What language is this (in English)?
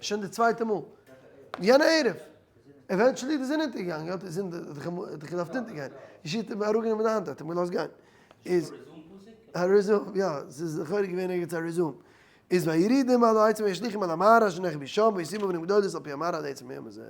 Yiddish